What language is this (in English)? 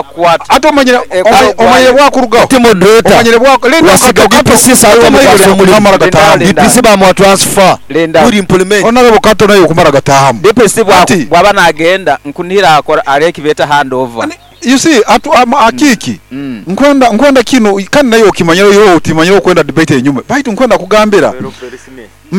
Nyoro